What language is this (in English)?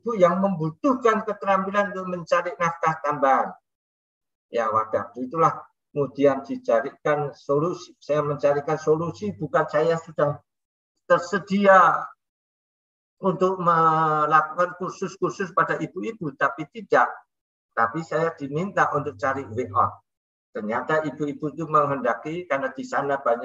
Indonesian